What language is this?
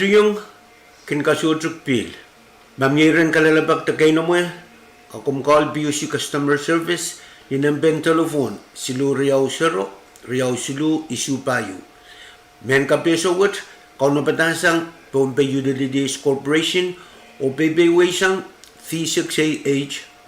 Pohnpeian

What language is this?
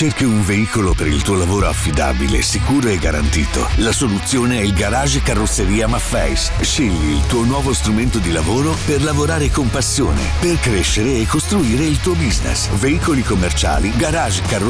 Italian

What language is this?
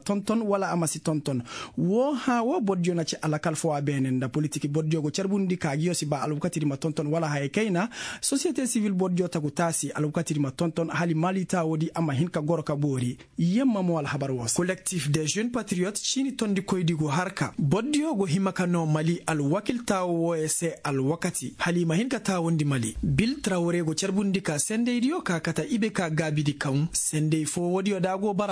Koyraboro Senni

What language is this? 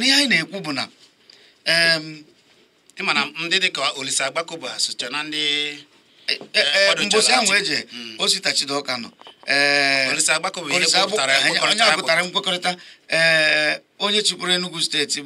Igbo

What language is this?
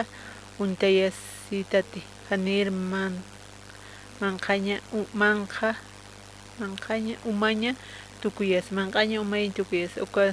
Aymara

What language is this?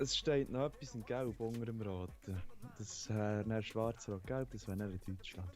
Swiss German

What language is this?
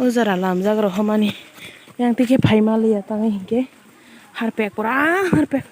Kok Borok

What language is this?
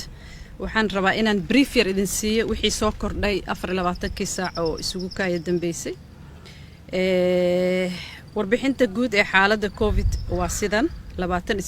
Somali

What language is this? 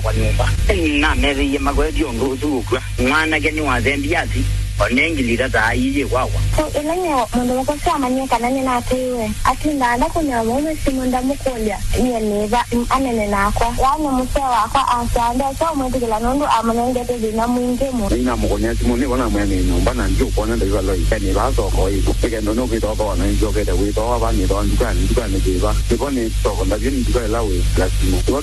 Kamba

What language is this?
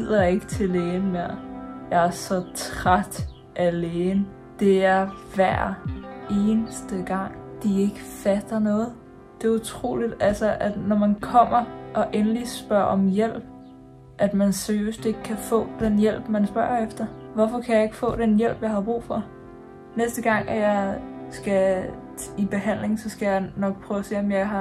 Danish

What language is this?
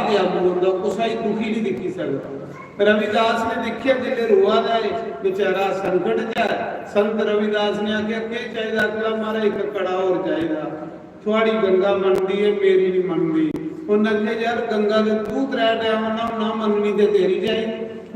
Dogri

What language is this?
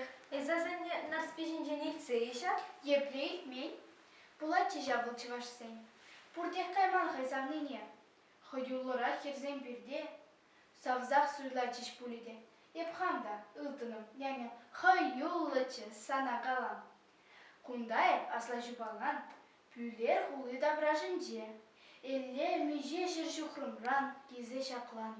Chuvash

